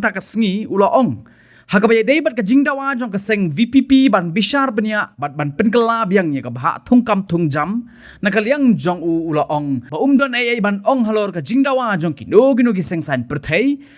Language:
Khasi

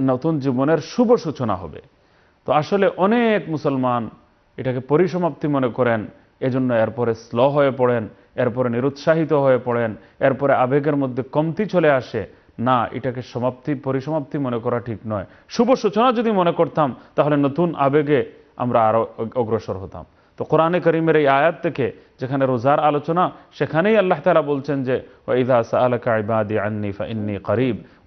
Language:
Bangla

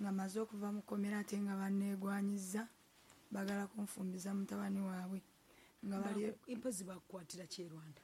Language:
Ganda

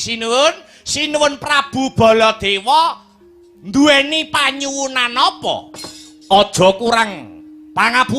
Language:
Javanese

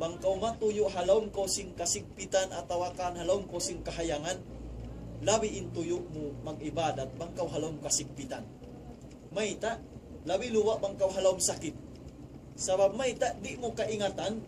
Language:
Tausug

